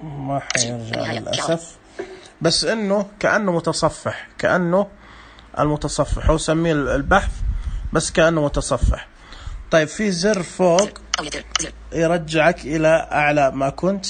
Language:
Najdi Arabic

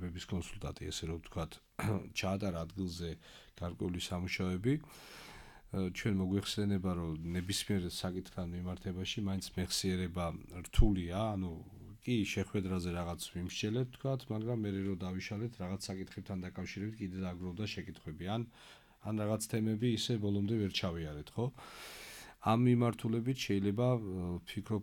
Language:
Georgian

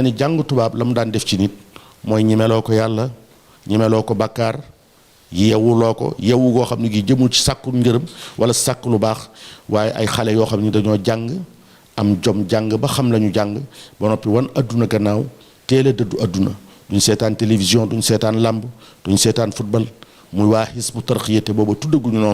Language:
Wolof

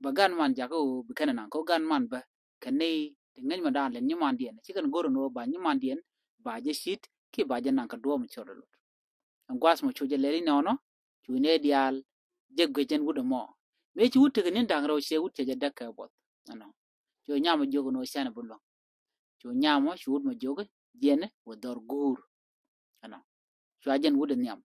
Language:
Nuer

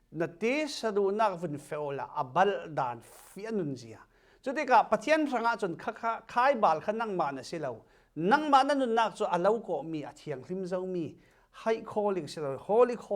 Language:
Falam Chin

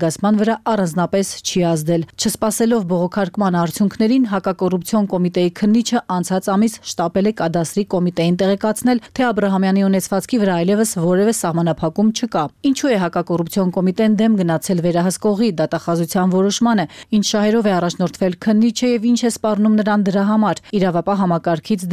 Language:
Armenian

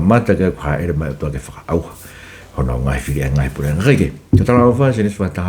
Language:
Tongan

